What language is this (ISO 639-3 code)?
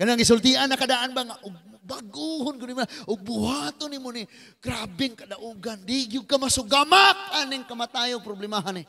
ceb